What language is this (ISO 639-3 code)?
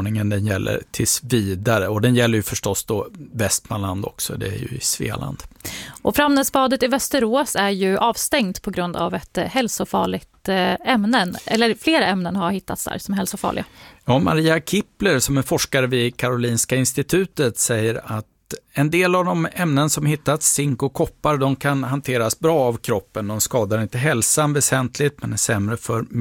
swe